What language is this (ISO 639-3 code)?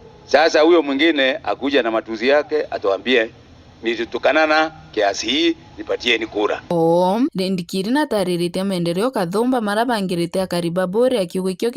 mer